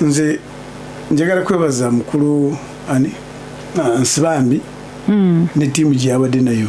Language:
Ganda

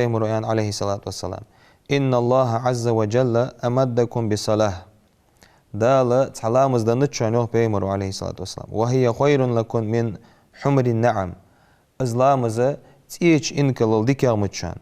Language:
Ingush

